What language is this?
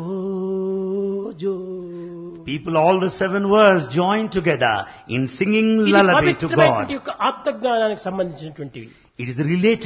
Telugu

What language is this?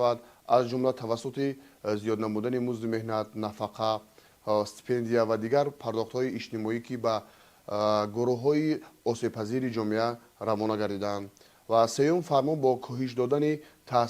Tajik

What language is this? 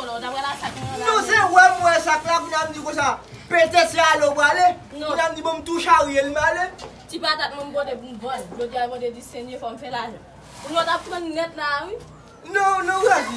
Haitian Creole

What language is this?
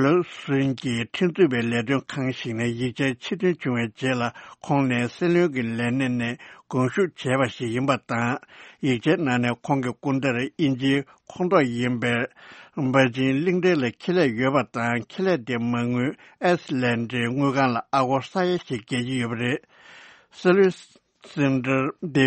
Tibetan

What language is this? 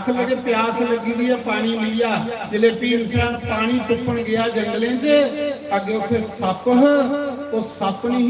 Dogri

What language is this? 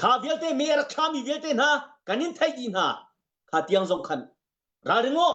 Hakha Chin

